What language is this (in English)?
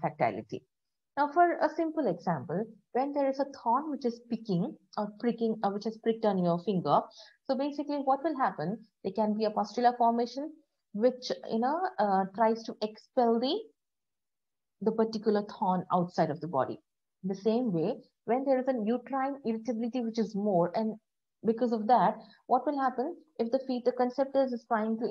English